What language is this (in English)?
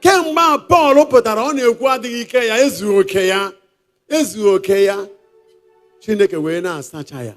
Igbo